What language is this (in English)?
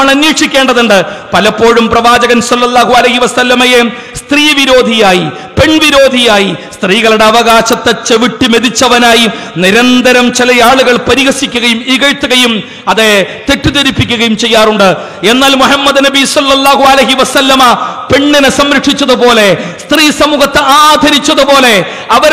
Malayalam